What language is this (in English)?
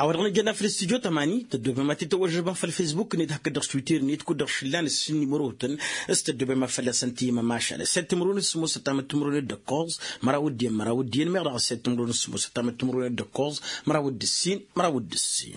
Tamasheq